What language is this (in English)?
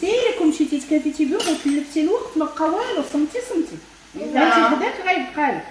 Moroccan Arabic